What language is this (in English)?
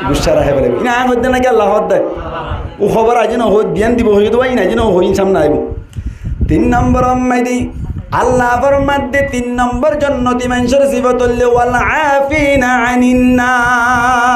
Rohingya